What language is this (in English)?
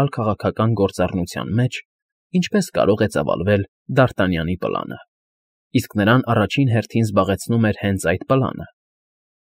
Armenian